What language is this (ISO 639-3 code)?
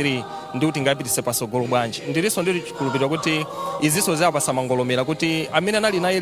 nya